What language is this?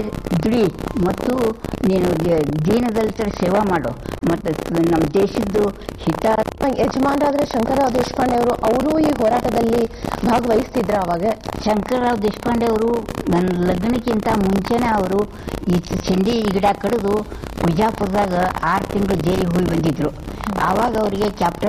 Kannada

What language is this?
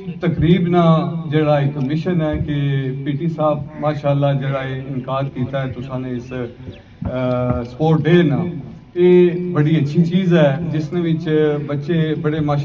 Pahari-Potwari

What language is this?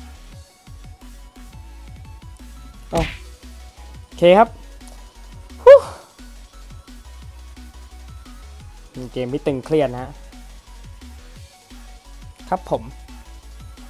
Thai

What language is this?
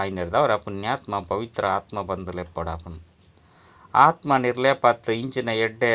Tulu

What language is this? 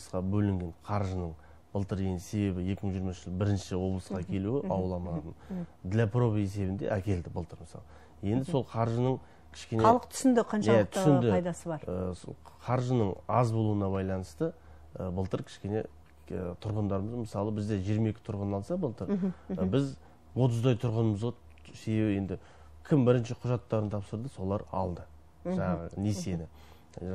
Kazakh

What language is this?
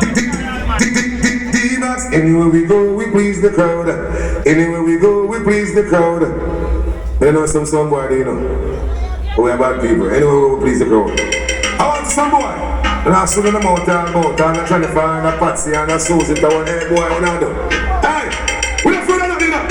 Jamaican Creole English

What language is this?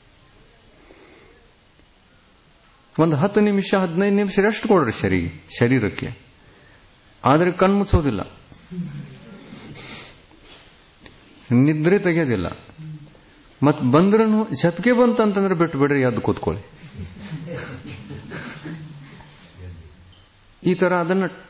Kannada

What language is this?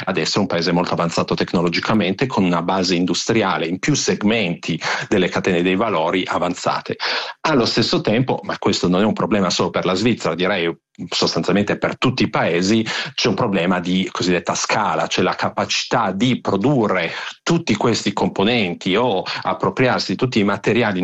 Italian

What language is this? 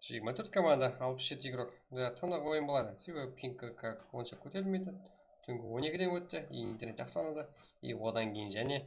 Kara-Kalpak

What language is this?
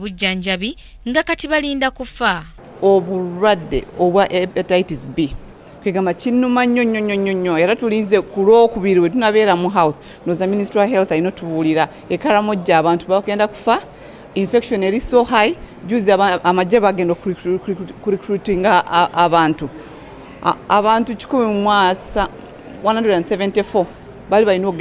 Ganda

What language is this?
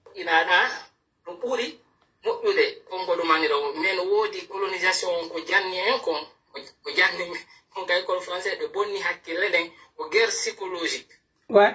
Pular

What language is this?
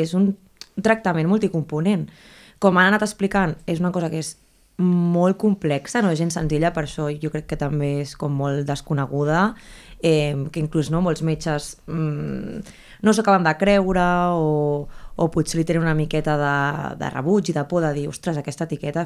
Catalan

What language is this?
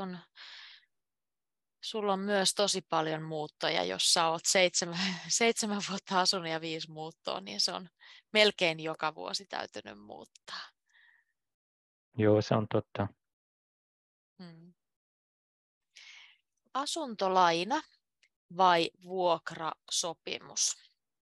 Finnish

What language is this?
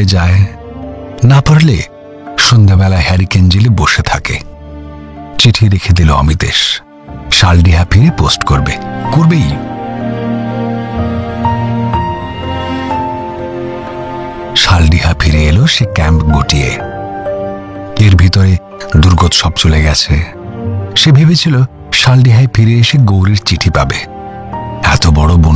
Bangla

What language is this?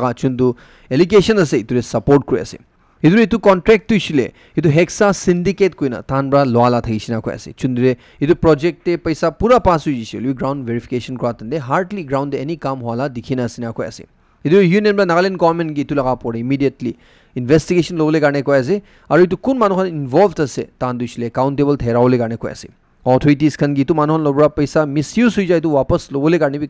Naga Pidgin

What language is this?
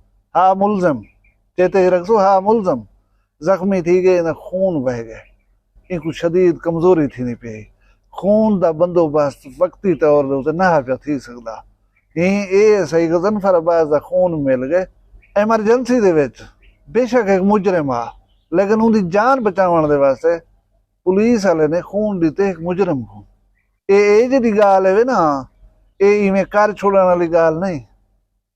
Saraiki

